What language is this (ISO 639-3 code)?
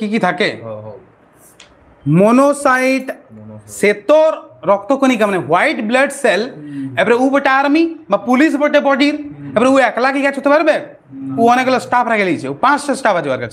ben